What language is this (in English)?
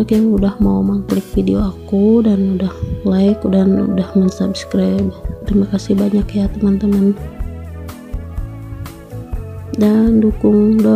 Indonesian